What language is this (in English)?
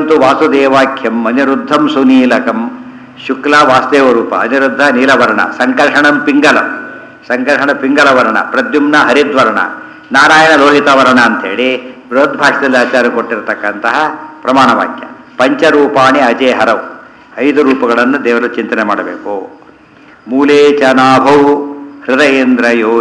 Kannada